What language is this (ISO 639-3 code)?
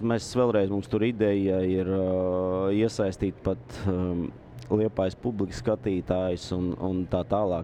lav